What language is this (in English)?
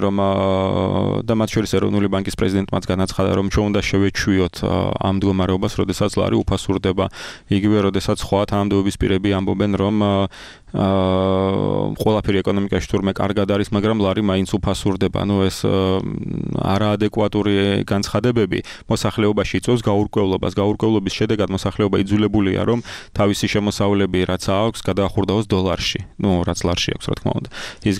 Georgian